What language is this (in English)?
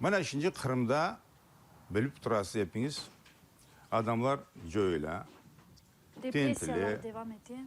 Crimean Tatar